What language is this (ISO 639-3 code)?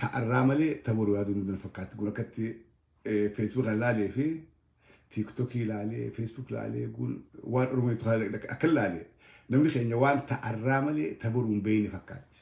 orm